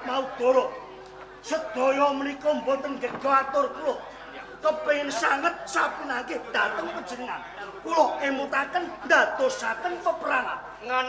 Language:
Javanese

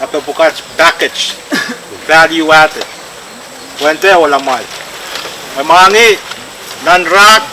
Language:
Pohnpeian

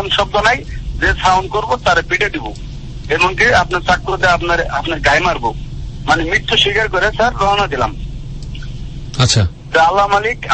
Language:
Bangla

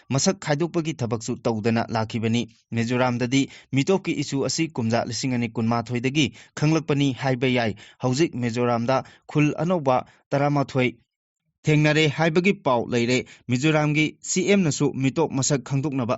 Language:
Manipuri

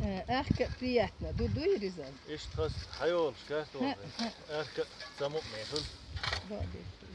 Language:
Chechen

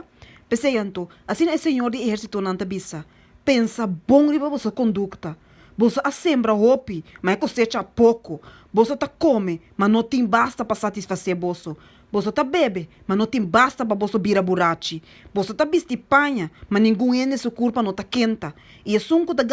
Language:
Papiamento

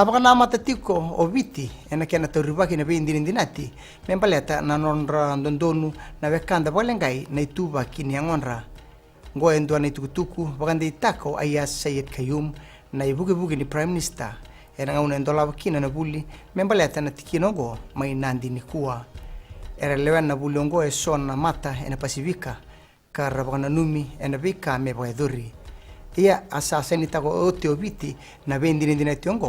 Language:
Fijian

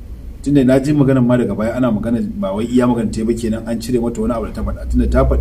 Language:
Hausa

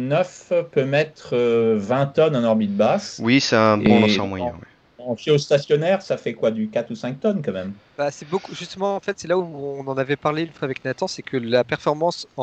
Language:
French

